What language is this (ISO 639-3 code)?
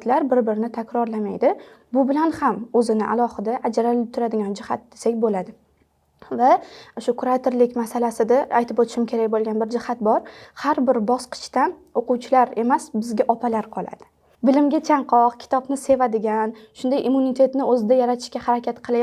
uzb